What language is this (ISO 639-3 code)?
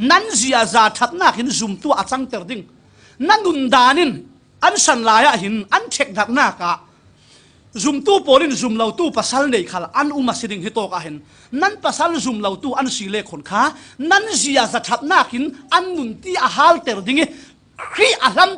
cfm